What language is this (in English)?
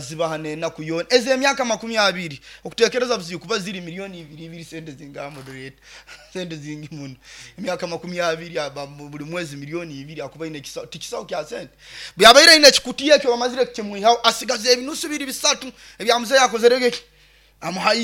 Nyoro